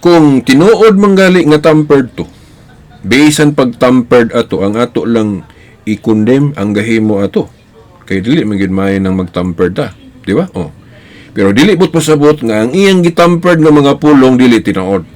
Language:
Cebuano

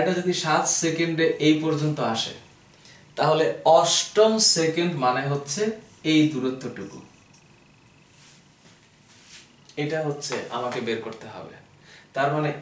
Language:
Bangla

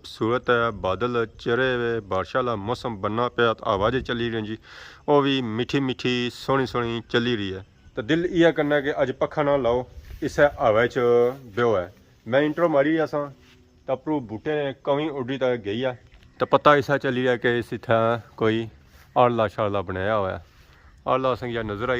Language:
Pahari-Potwari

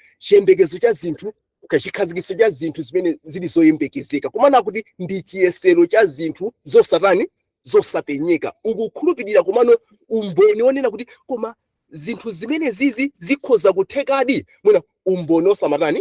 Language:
Nyanja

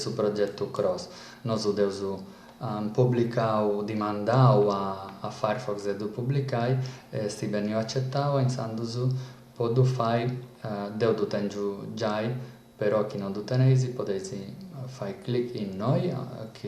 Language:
Sardinian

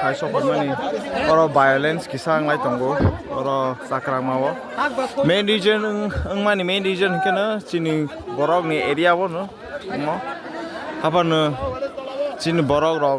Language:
Kok Borok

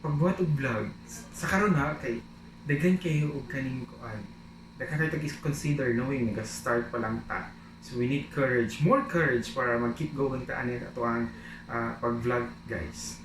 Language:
Cebuano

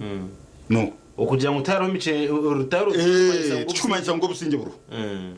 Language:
Nyankole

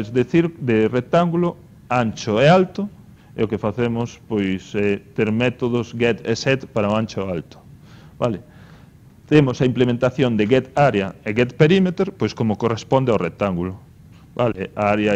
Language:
Galician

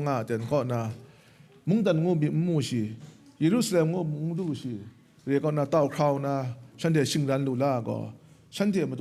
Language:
Kachin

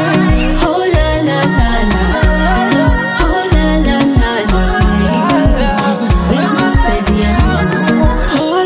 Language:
Swahili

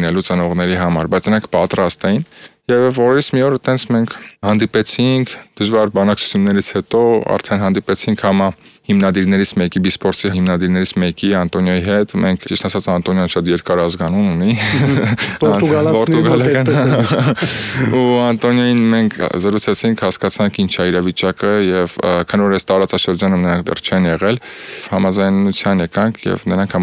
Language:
Armenian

